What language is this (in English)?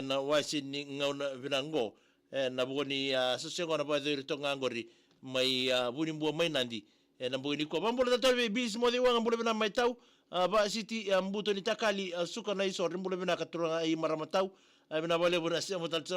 Fijian